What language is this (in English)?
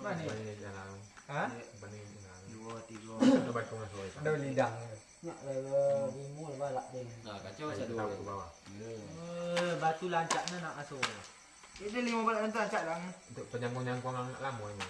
Minangkabau